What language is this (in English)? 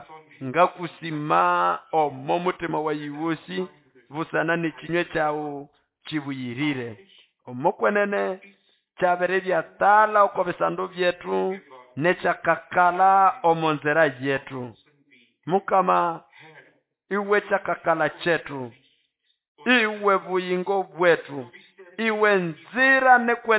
Nande